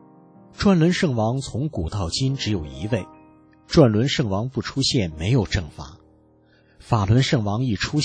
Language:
Chinese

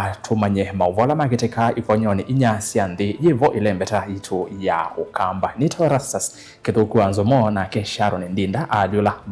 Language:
Kamba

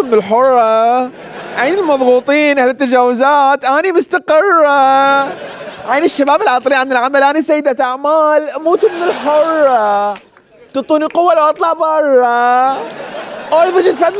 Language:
Mesopotamian Arabic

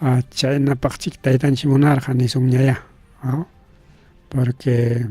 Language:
Ayacucho Quechua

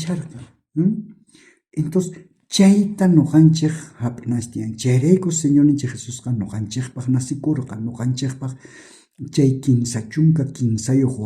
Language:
South Bolivian Quechua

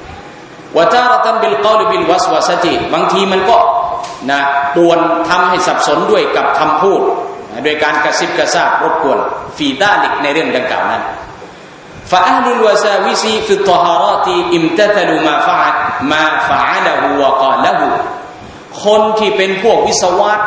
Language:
Thai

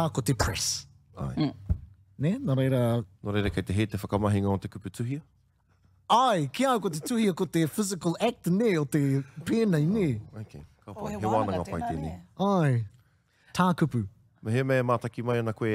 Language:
Māori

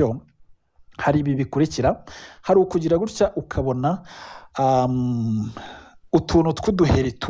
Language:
Kinyarwanda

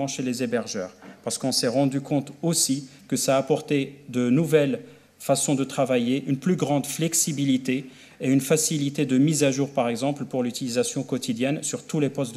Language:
French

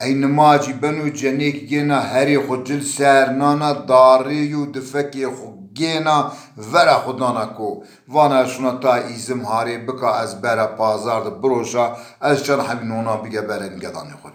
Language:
Zaza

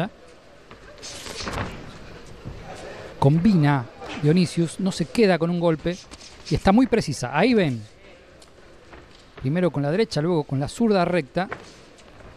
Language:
Spanish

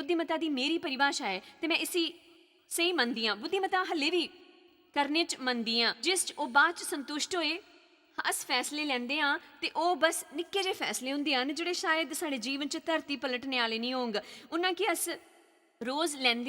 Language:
Dogri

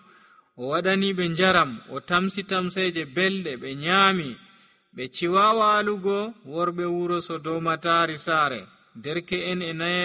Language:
Nigerian Fulfulde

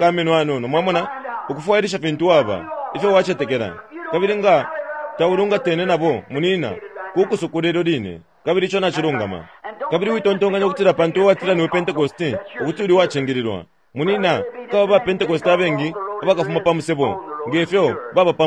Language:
Bemba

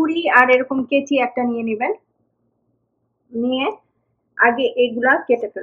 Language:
Bangla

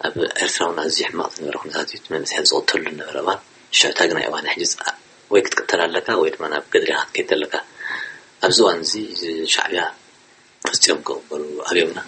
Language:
Tigrinya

